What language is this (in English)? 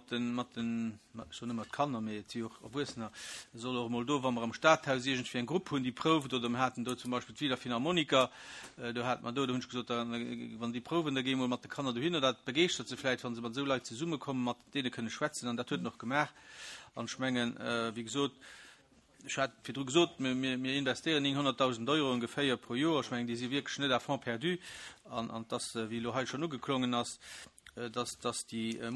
Luxembourgish